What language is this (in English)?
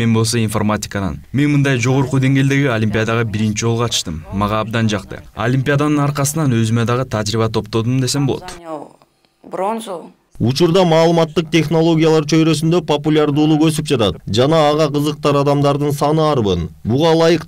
Kyrgyz